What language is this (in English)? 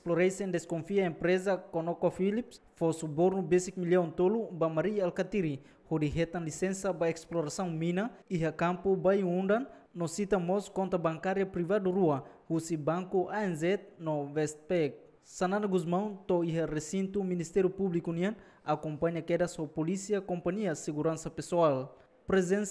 Tetum